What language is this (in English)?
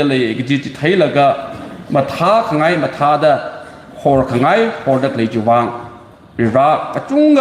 Tangkhul Naga (India)